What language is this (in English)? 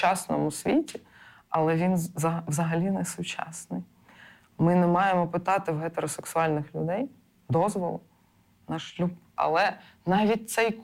Ukrainian